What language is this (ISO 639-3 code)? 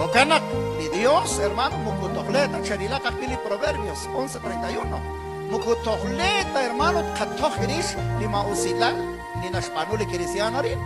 kek